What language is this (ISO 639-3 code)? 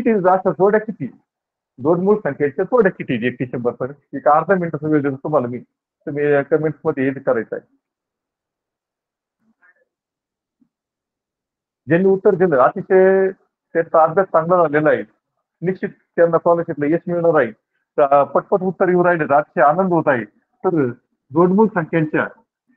mar